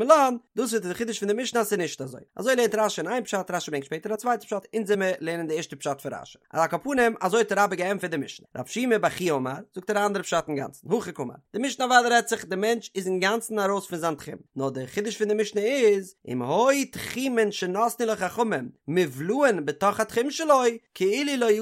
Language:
Yiddish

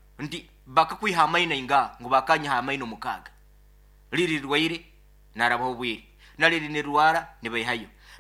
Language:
Nyoro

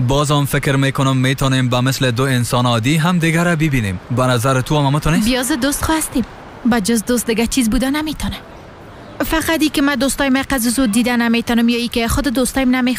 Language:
Persian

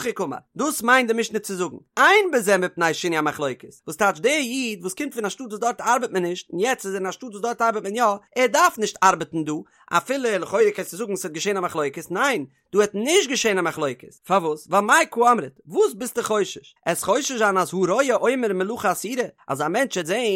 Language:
Yiddish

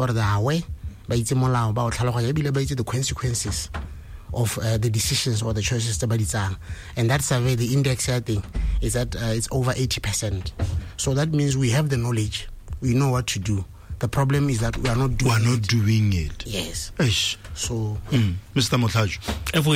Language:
Tswana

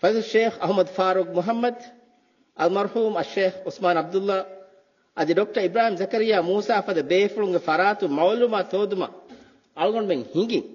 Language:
Divehi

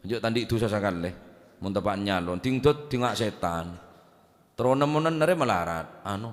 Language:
Madurese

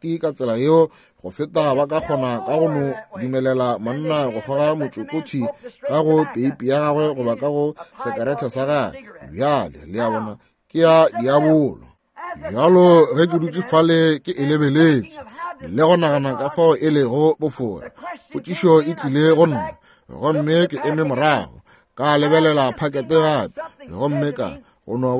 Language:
Northern Sotho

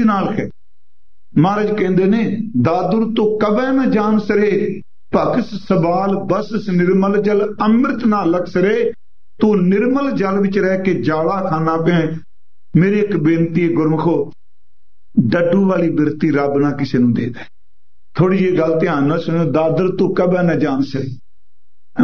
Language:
Punjabi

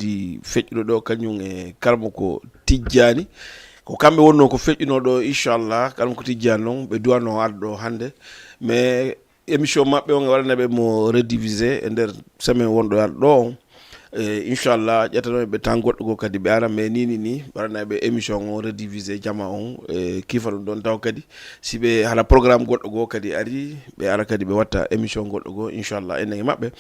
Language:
Fula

